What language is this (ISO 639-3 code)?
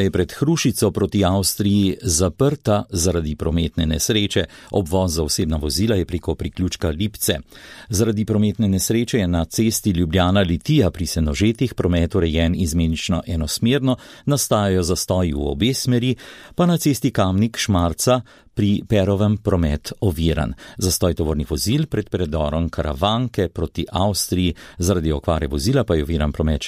slv